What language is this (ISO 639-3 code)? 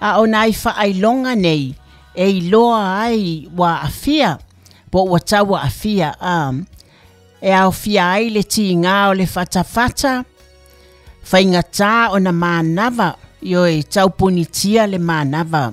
smo